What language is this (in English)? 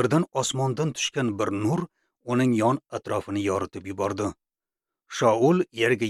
Uzbek